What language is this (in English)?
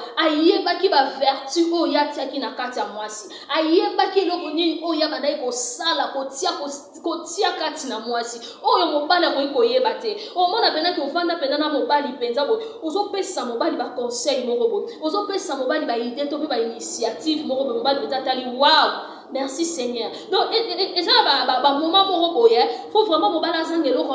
Lingala